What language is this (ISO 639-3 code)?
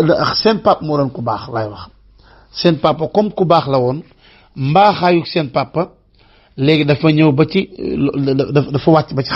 wol